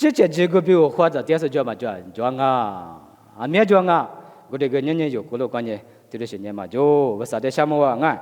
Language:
Lisu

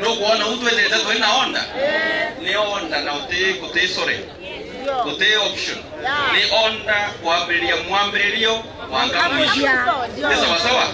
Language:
Meru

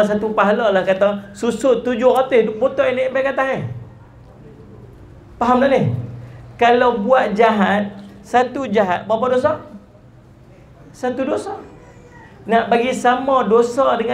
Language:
Malay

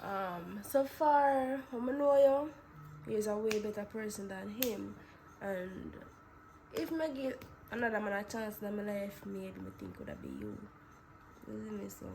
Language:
Jamaican Creole English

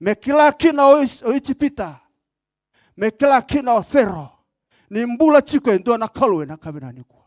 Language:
Fijian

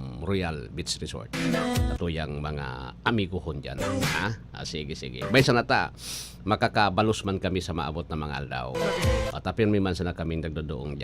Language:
Bikol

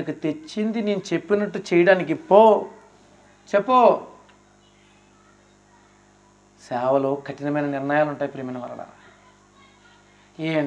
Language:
Telugu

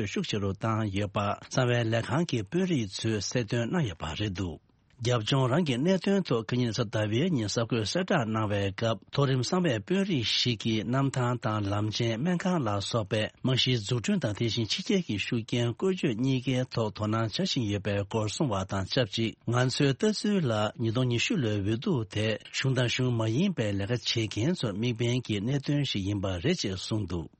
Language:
Tibetan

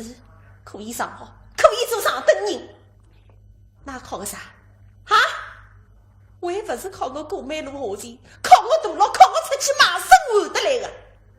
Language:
Wu Chinese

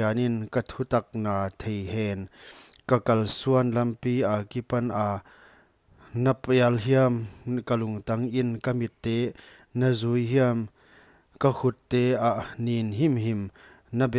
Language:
Paite Chin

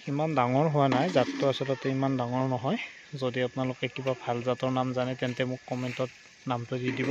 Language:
Assamese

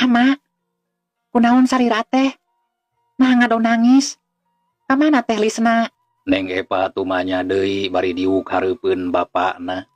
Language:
Sundanese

